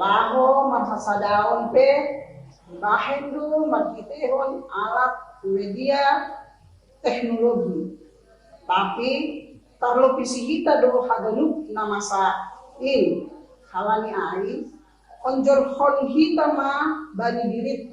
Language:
Batak Simalungun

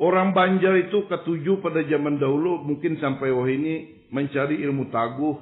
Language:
Banjar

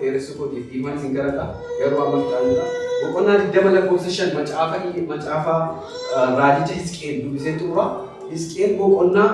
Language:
Oromo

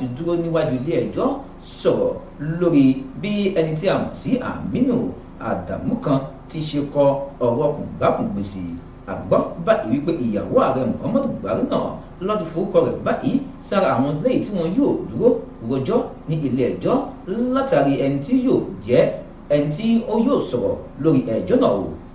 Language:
Yoruba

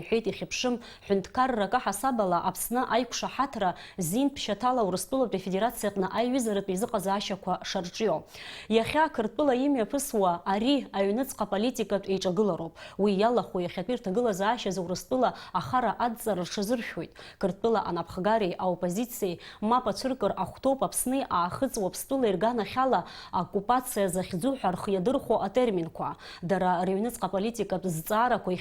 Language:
Abkhazian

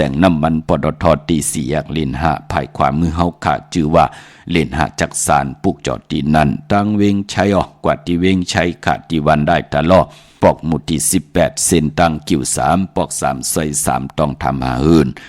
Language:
Shan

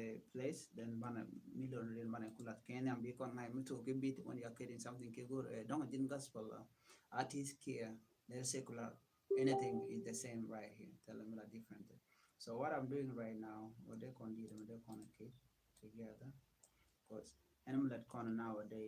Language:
Nuer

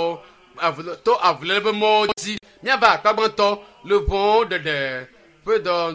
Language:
Ewe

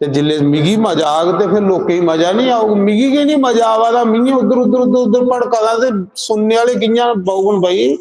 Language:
Dogri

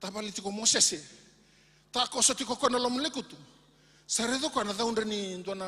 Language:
Fijian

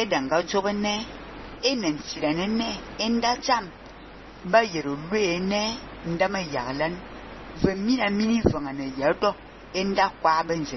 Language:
Fang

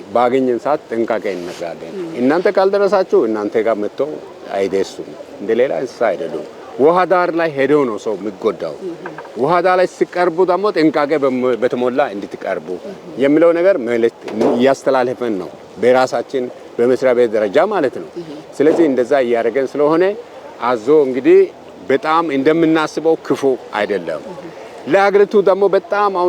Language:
Amharic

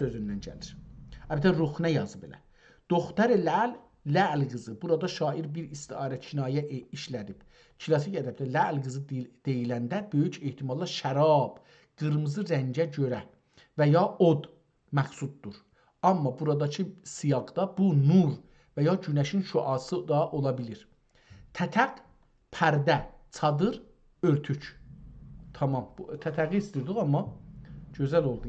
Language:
South Azerbaijani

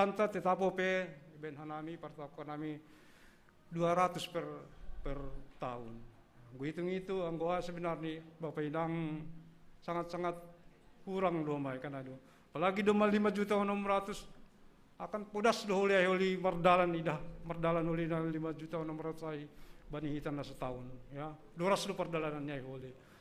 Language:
Batak Simalungun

